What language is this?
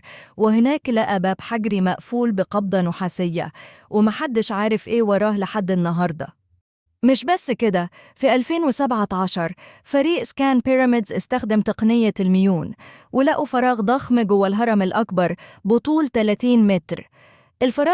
Egyptian Arabic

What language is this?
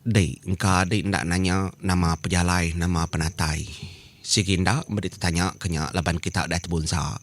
Iban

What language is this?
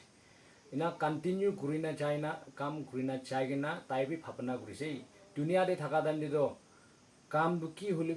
Naga Pidgin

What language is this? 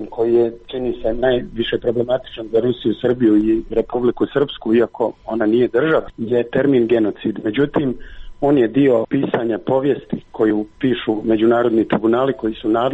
Croatian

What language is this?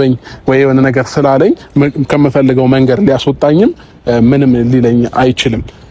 Amharic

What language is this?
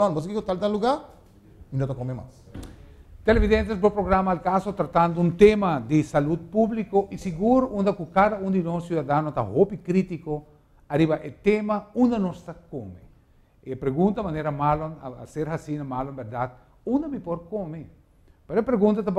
Papiamento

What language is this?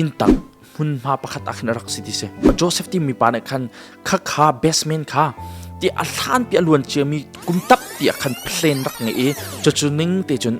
Hakha Chin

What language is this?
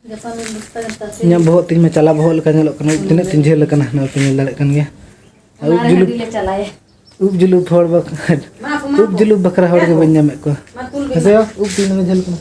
Santali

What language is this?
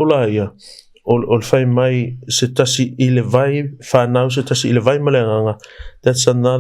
Samoan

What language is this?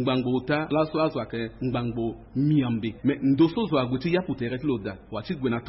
Sango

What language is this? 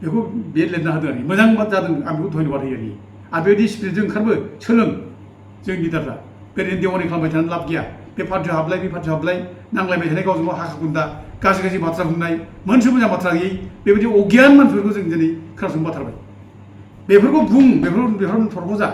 Bodo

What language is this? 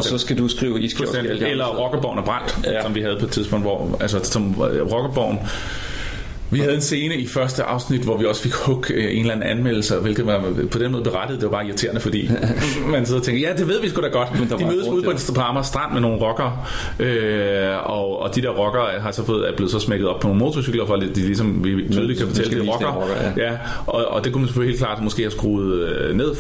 Danish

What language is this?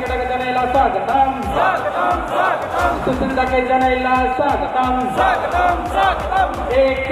Sadri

